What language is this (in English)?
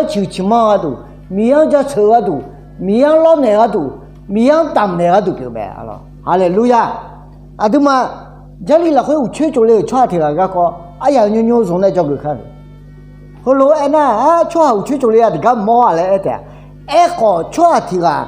Akha